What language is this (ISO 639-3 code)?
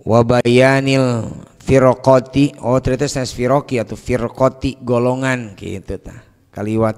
sun